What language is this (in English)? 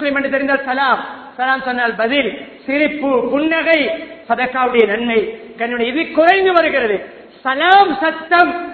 Tamil